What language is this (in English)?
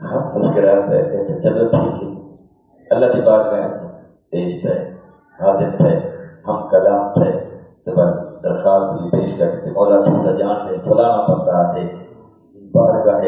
Saraiki